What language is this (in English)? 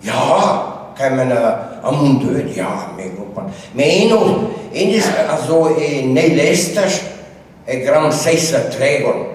Breton